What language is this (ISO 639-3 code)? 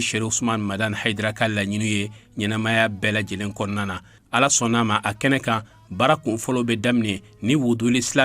bam